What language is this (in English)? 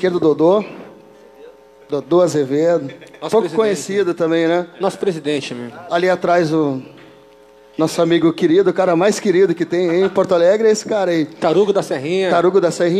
Portuguese